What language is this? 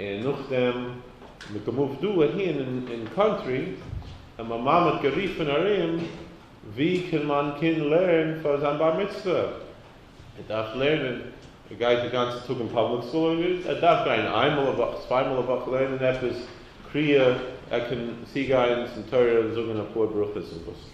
Yiddish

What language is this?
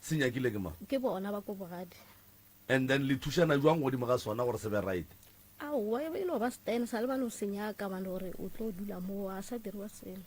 Northern Sotho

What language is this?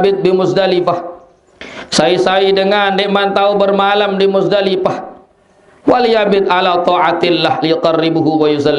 Sasak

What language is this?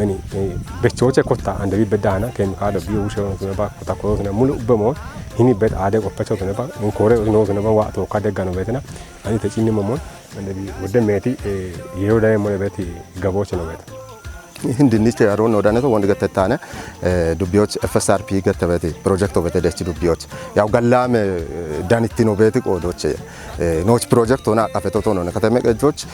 Kafa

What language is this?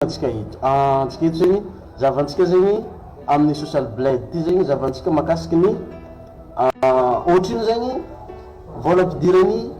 Malagasy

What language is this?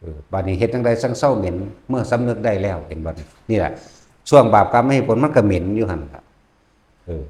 Northeastern Thai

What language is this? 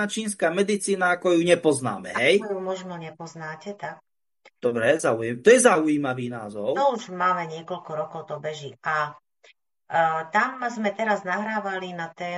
Slovak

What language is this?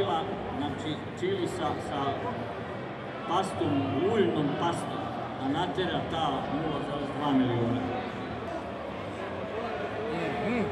Serbian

